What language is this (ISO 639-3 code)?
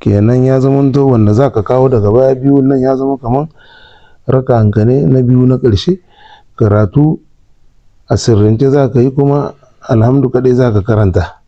hau